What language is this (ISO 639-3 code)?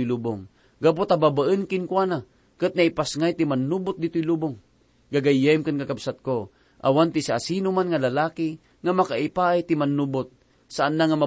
ilo